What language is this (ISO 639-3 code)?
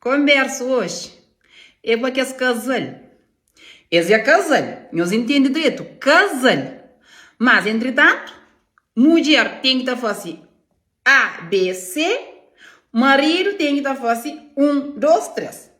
kea